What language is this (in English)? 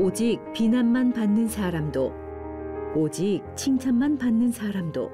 Korean